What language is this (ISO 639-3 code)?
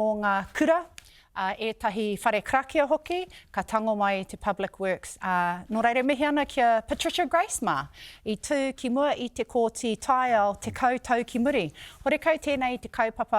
mri